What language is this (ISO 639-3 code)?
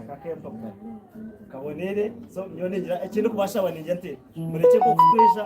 nyn